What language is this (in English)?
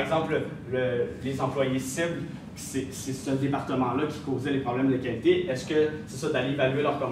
French